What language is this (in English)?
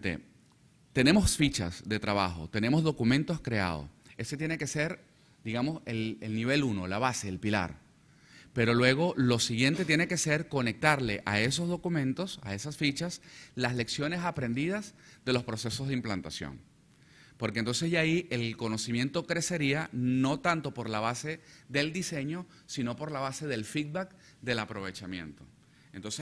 Spanish